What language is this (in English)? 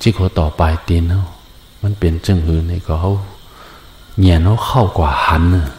Shan